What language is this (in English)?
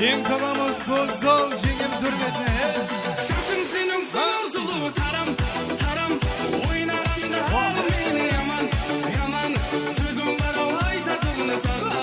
Kara-Kalpak